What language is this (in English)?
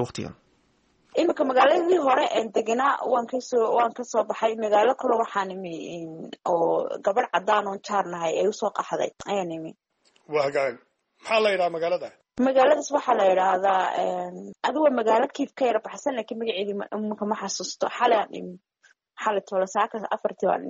Somali